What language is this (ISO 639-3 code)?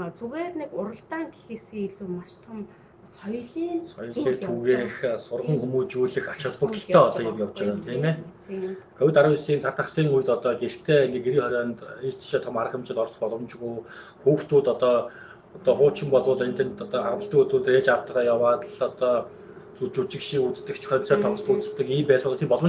mon